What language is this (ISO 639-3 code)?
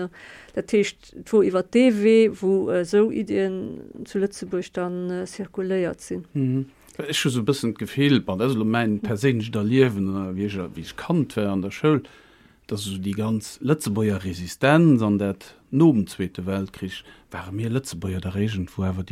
ltz